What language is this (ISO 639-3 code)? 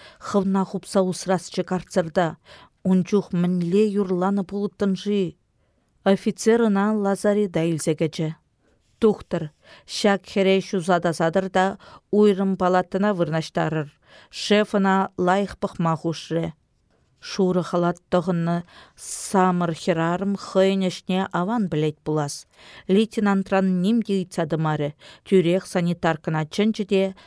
chv